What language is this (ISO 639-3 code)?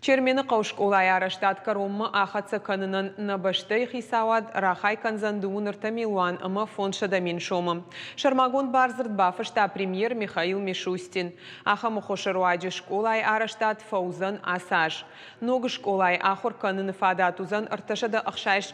oss